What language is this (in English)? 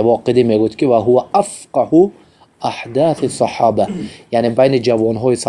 Tajik